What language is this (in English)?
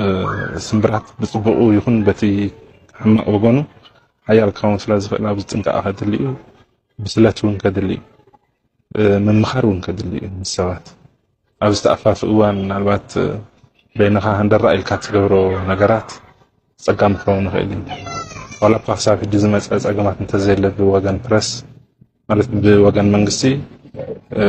Tigrinya